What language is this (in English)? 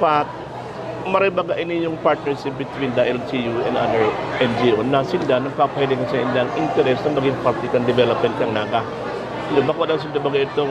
Bikol